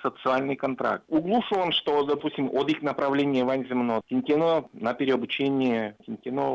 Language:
Udmurt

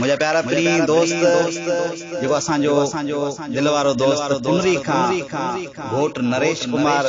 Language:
Sindhi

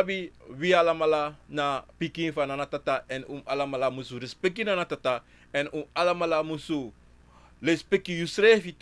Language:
Sranan Tongo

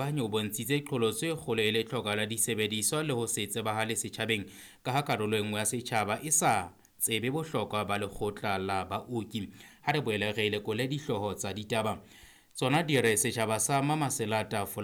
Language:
Southern Sotho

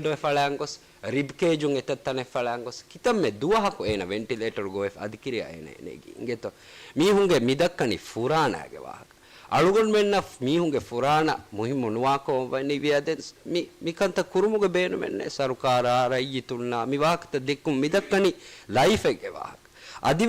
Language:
Divehi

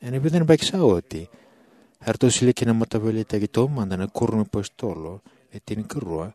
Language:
Fijian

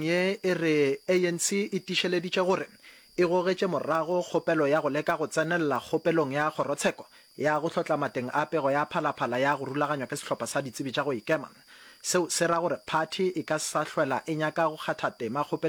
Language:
Northern Sotho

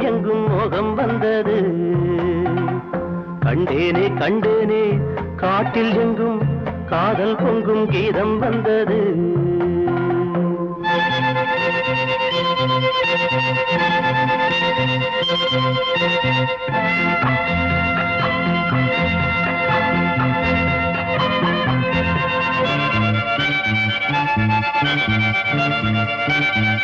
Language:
Tamil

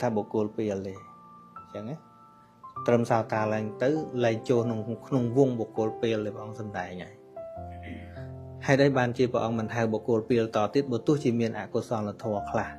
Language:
Khmer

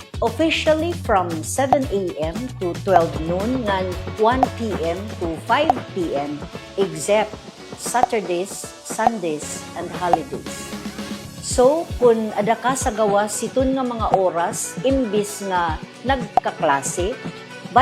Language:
Waray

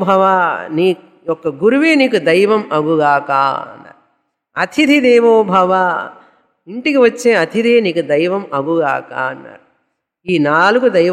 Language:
Telugu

